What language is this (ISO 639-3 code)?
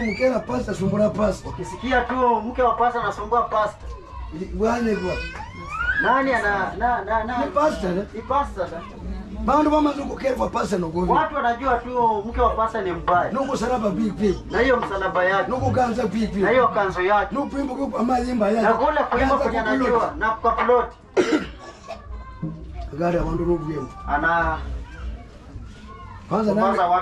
swa